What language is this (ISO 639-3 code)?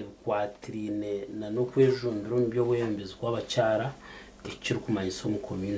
nyn